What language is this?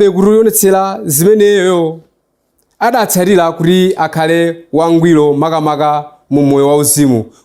Nyanja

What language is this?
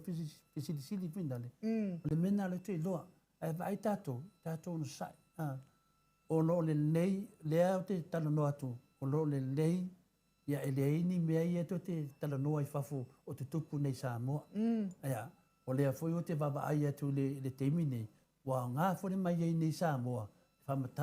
Samoan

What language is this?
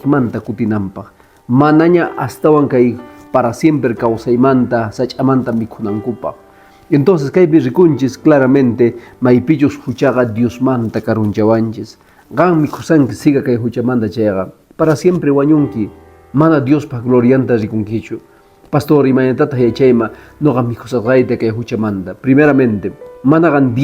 Quechua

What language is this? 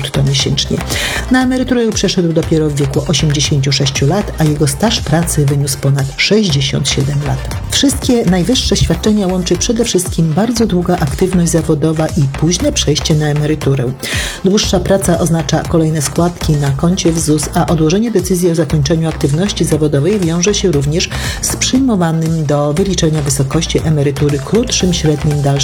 Polish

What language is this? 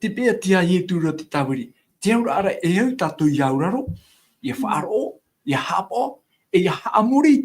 Tahitian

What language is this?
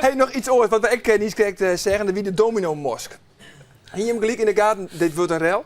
Western Frisian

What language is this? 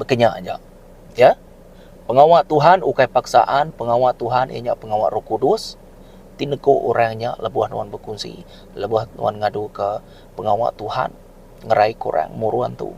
Iban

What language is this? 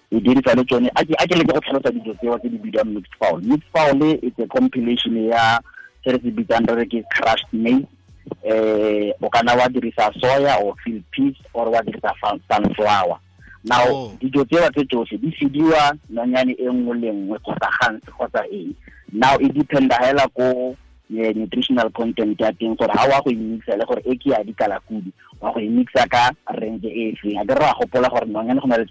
Tswana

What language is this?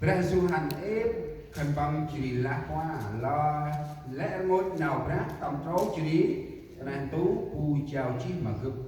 Central Mnong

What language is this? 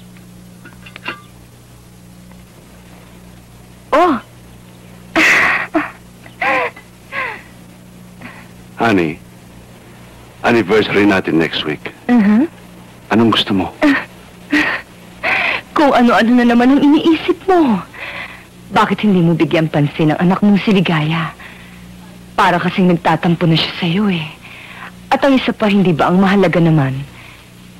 Filipino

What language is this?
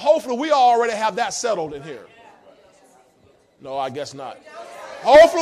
English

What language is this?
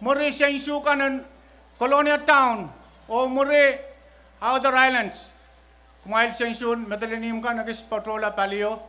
Pohnpeian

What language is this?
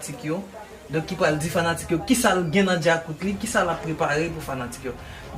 Haitian Creole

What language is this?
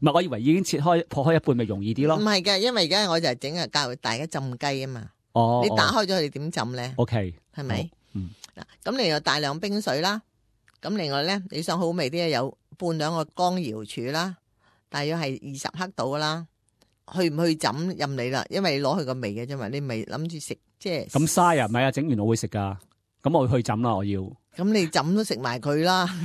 Cantonese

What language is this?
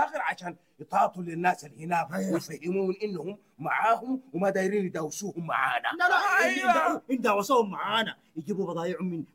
Sudanese Arabic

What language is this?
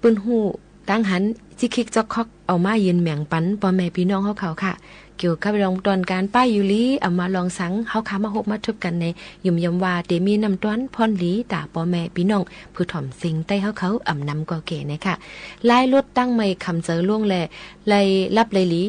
Shan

